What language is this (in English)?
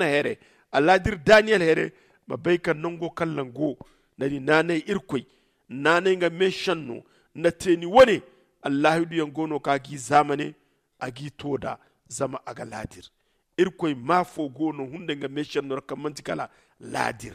Zarma